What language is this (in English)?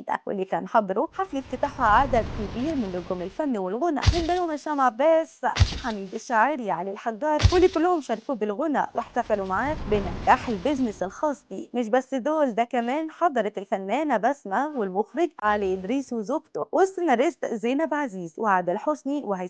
Egyptian Arabic